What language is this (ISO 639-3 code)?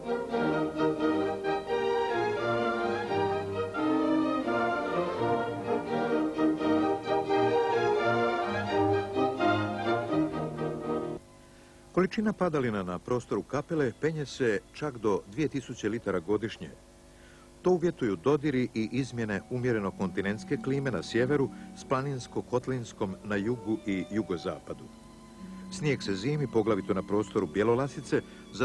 hrv